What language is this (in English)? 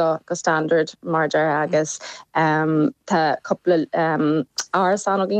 Irish